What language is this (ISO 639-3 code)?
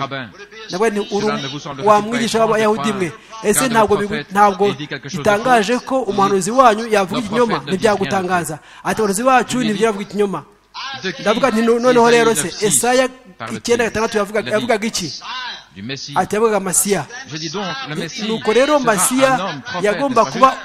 kin